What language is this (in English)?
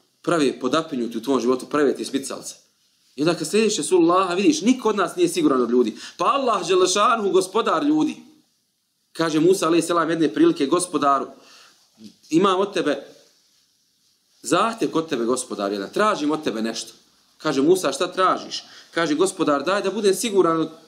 Bosnian